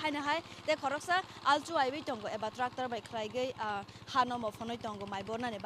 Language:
Kok Borok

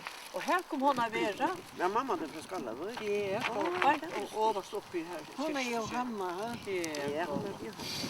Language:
Faroese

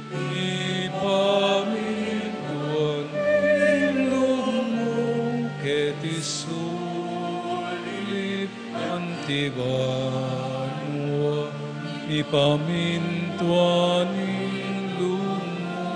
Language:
Pampanga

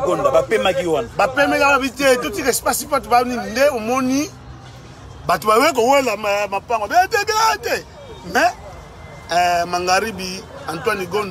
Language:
Lingala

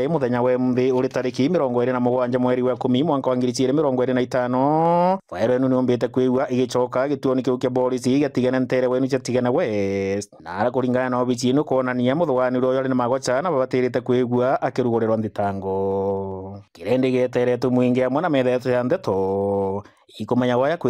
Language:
Meru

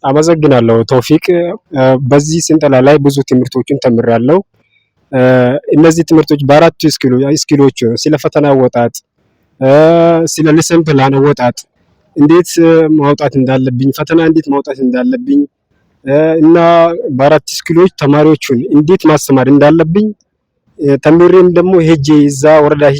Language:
Amharic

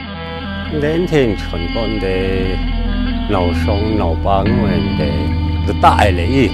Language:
Kachin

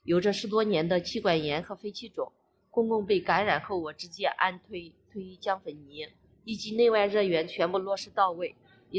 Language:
Chinese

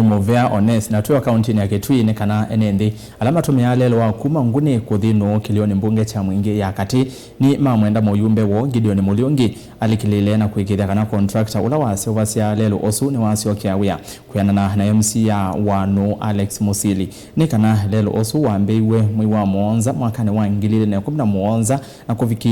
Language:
Kamba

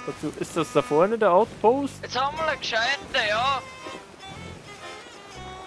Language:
German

